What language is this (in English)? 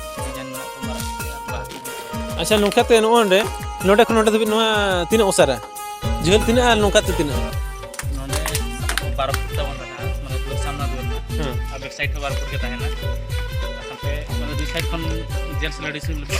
Santali